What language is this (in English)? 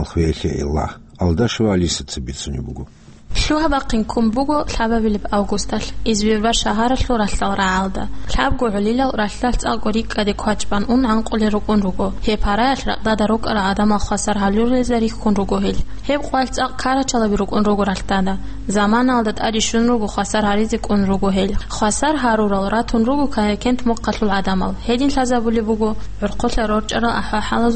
Avaric